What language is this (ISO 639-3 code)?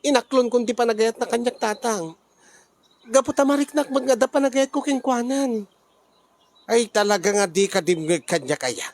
ilo